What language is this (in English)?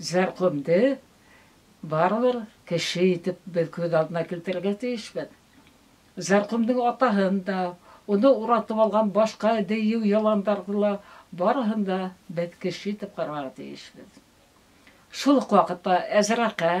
Bashkir